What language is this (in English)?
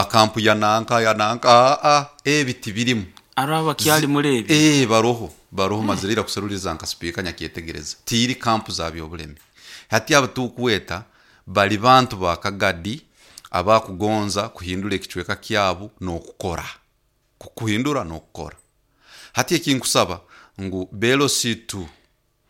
Nyoro